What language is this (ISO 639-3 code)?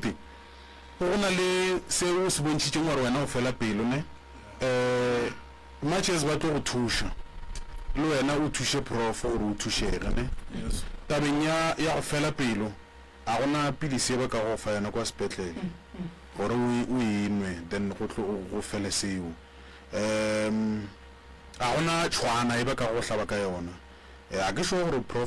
nso